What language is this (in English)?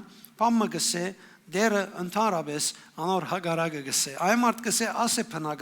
Western Armenian